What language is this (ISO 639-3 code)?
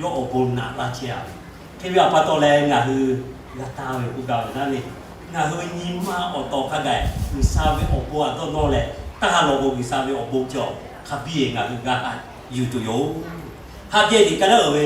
lhu